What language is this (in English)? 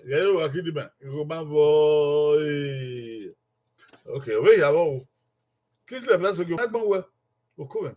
Bini